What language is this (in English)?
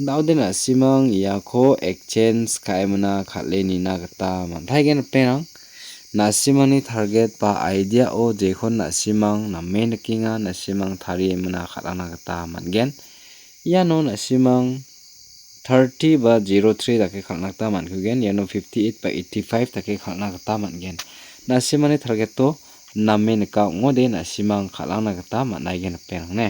Garo